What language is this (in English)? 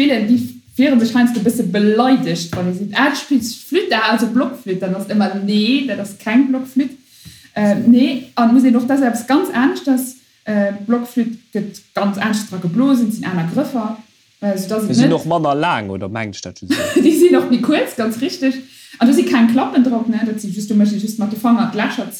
Luxembourgish